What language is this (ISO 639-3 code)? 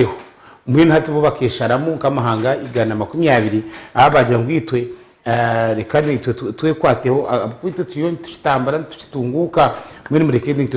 nyn